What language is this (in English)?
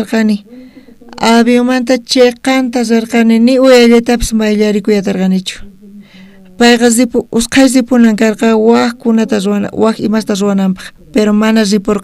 South Bolivian Quechua